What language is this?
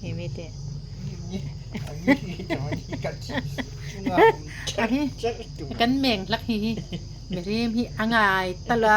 Hmar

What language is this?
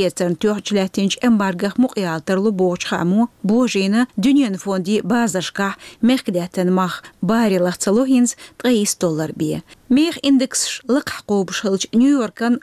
Chechen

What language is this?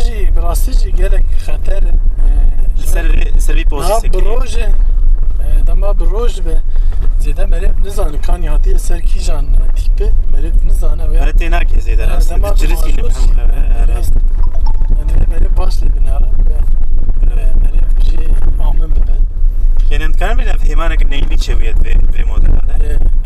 Kurdish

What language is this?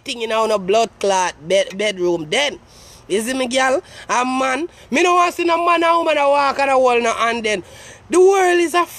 Jamaican Creole English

